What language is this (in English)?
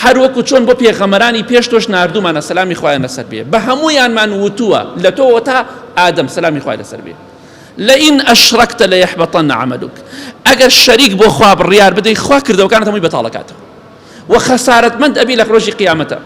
Central Kurdish